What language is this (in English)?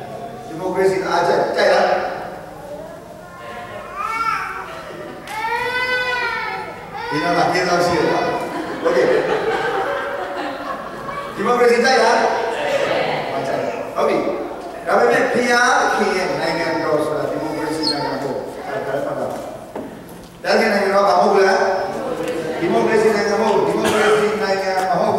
Burmese